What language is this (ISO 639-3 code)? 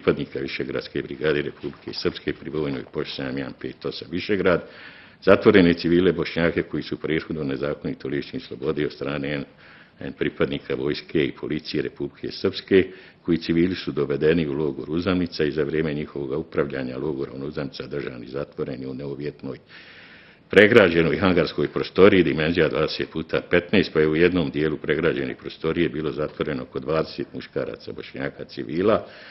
bos